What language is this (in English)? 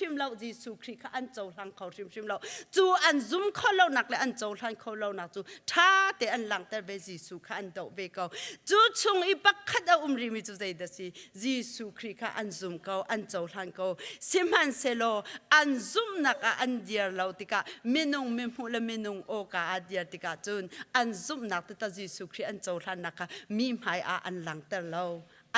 Hakha Chin